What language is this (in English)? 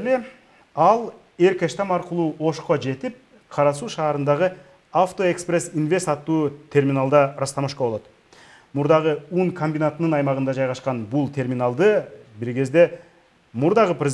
Kyrgyz